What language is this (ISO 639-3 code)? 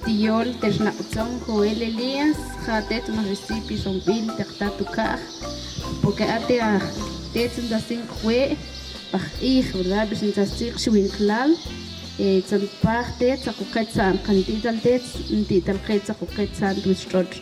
ttc